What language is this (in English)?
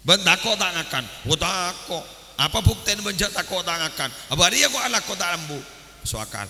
Madurese